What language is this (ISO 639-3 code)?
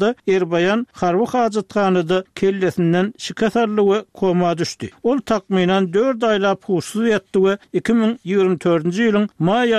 tuk